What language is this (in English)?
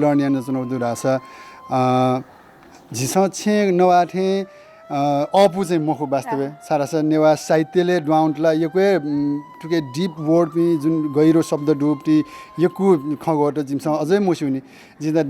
Newari